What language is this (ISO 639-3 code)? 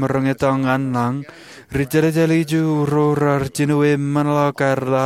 mah